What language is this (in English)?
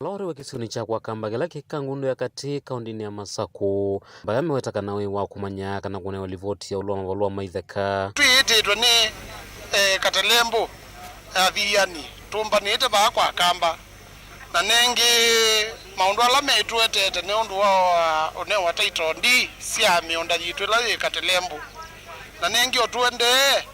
Kamba